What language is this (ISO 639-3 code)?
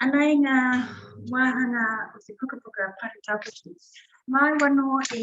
mri